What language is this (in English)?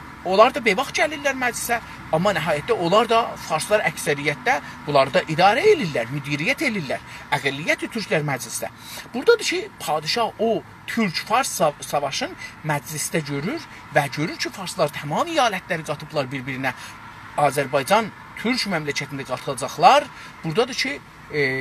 South Azerbaijani